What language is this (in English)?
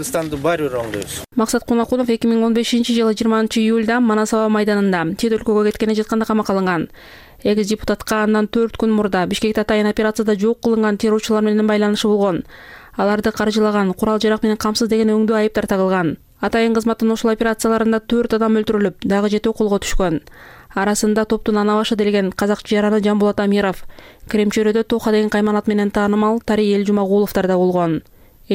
Kyrgyz